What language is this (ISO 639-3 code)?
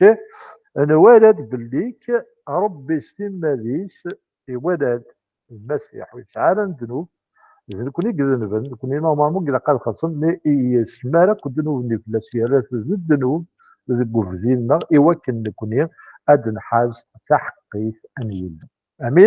kab